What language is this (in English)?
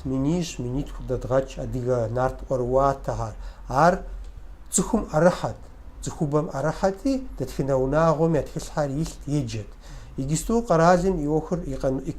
Kabardian